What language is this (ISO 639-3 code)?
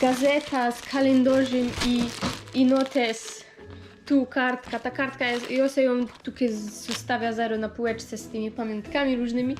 szl